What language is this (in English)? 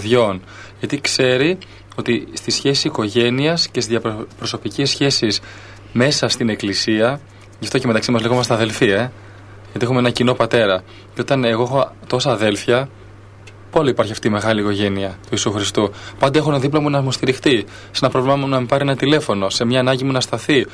Greek